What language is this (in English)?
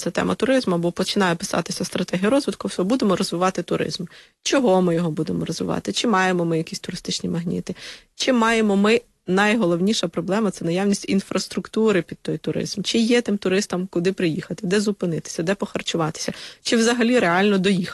Ukrainian